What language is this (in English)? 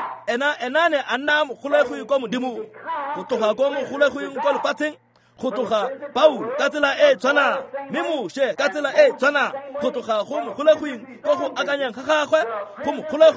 Tswana